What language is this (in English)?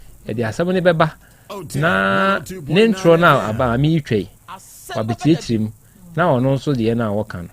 Akan